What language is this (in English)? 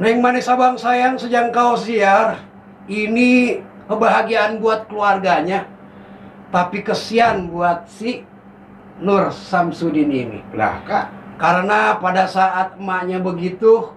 Betawi